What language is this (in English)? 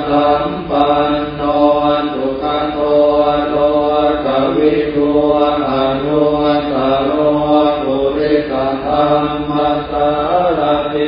Pali